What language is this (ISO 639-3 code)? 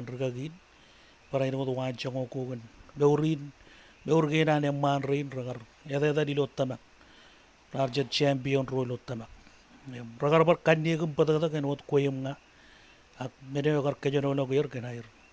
mah